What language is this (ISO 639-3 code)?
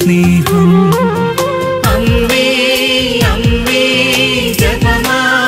mal